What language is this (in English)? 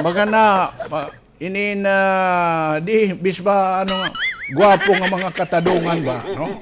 Waray